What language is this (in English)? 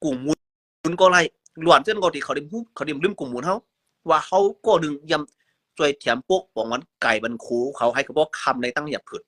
Shan